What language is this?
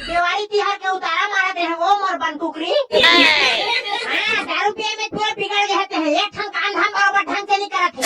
Chhattisgarhi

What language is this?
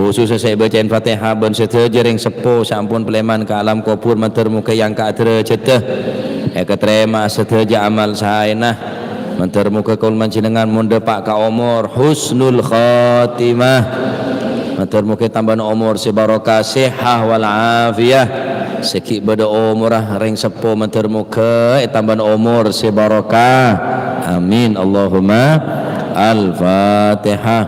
Madurese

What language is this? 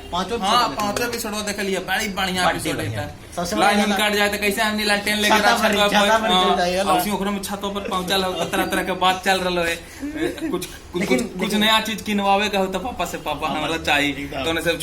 Magahi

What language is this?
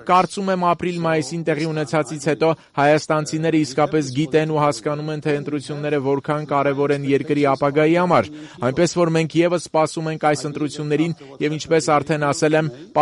Armenian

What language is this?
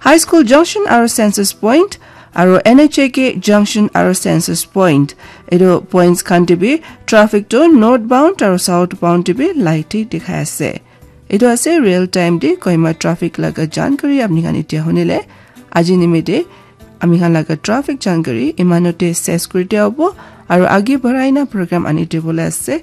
Naga Pidgin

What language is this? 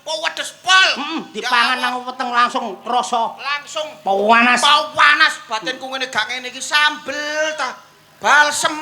Javanese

